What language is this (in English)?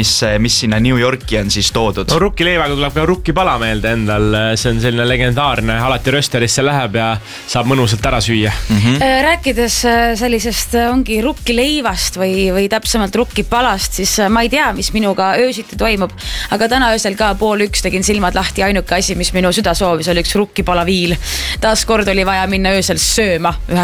Estonian